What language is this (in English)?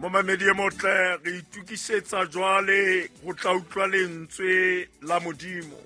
Southern Sotho